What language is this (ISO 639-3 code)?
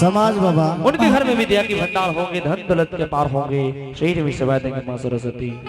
anp